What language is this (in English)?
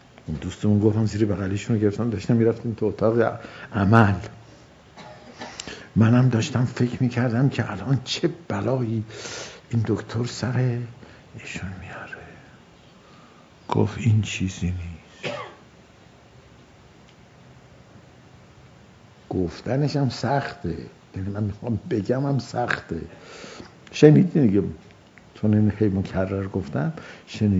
Persian